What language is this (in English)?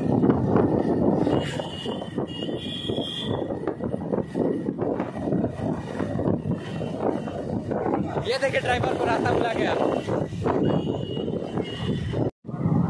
Hindi